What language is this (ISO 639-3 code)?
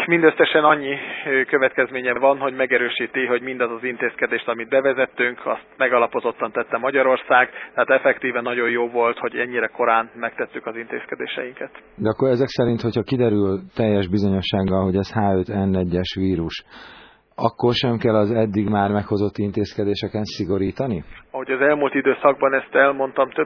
hun